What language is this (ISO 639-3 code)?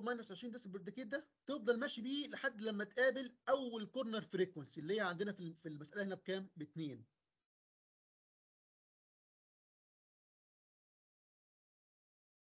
arz